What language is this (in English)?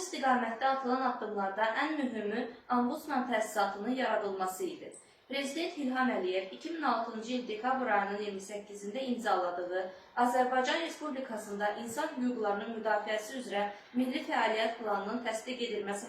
Azerbaijani